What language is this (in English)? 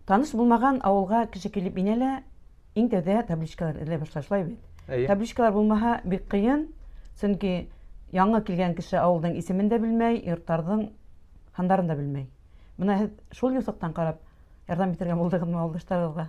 Bashkir